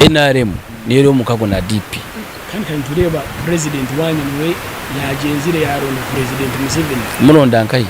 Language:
Nyankole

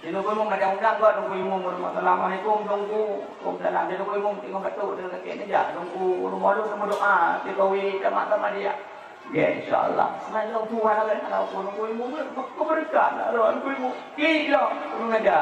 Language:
Achinese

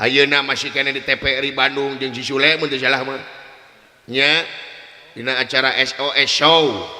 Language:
Sundanese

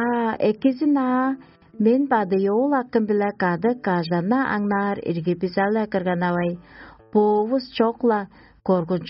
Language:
Tuvinian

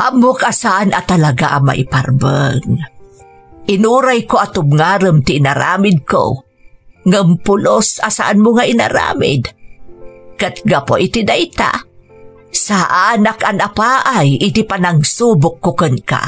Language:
Iloko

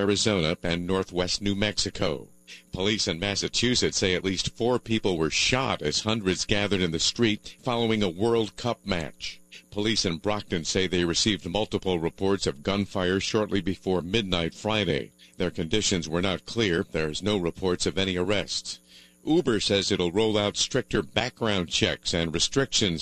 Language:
English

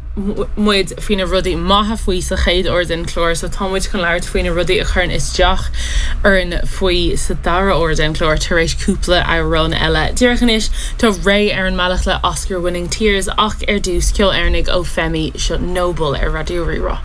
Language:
Irish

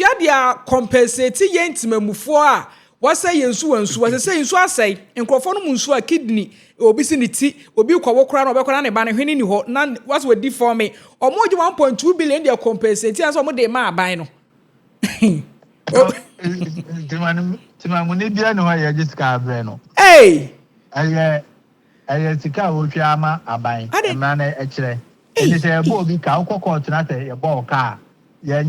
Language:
Akan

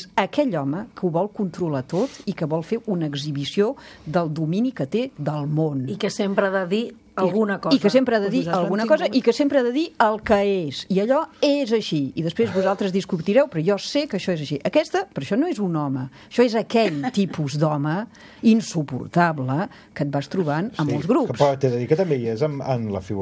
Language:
Catalan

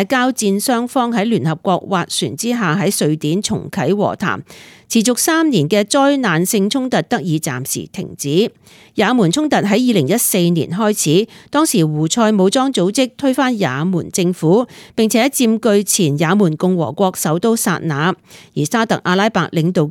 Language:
Cantonese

